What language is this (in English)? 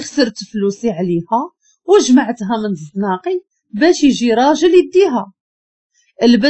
Moroccan Arabic